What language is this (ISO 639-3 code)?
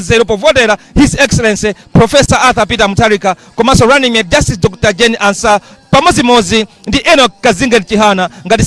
nya